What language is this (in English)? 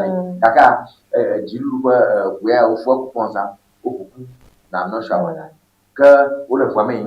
Ewe